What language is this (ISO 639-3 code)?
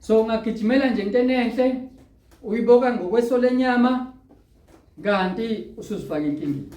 zul